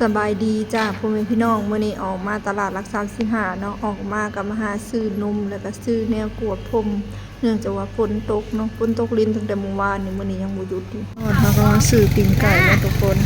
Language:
Lao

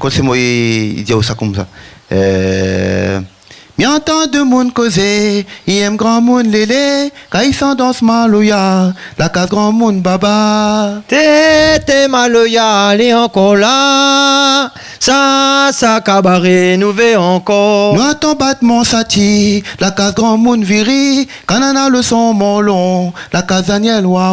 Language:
Réunion Creole French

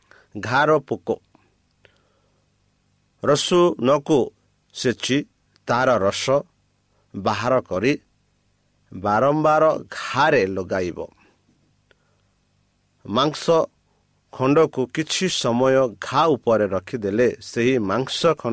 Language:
Odia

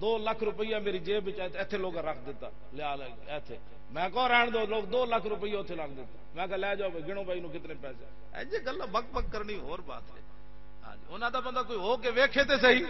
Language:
Western Panjabi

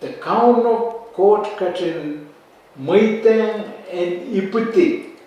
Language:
Pohnpeian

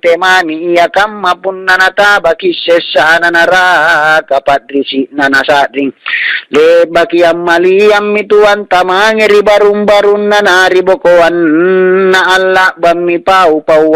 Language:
Makasar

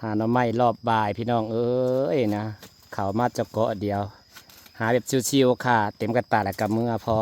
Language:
Northeastern Thai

